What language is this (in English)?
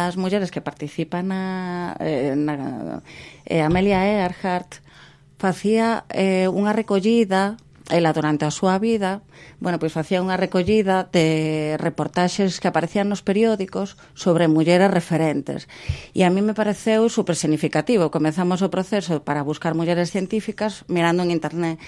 Galician